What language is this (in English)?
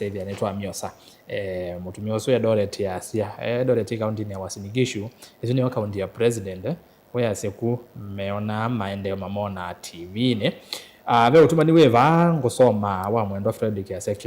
Kamba